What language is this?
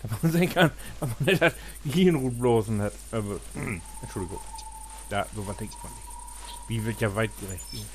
Low German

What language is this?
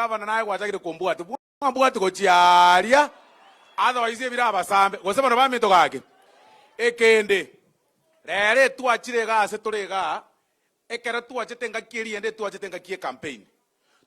Gusii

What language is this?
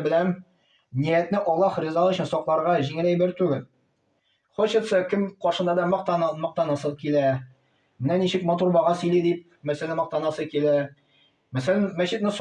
Tatar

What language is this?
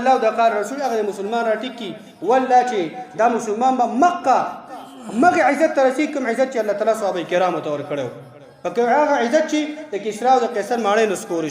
Pashto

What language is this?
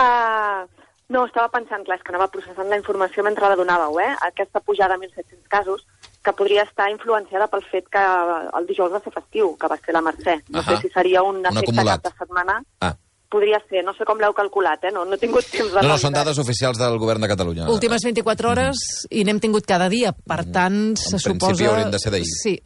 Catalan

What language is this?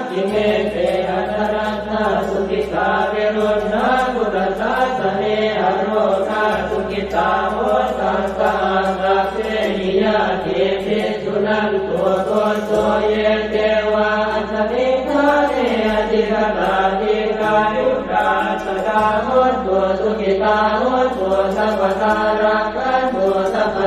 Pali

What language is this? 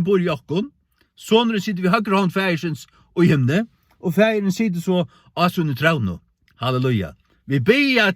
Faroese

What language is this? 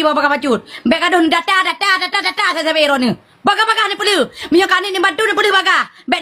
Achinese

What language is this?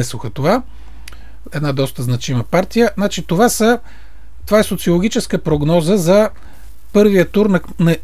Bulgarian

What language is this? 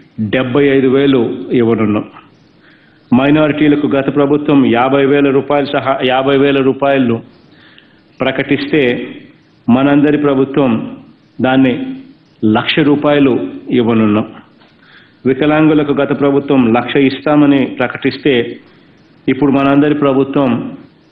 Telugu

